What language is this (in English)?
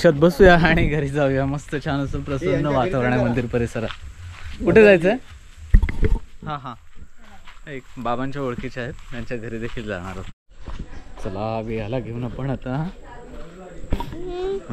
Marathi